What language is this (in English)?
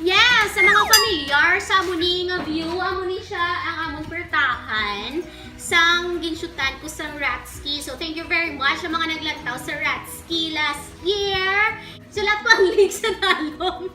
Hiligaynon